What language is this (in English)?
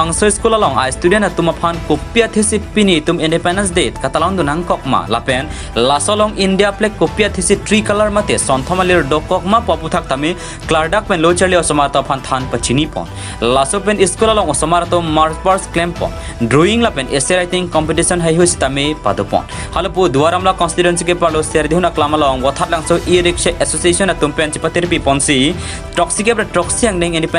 Karbi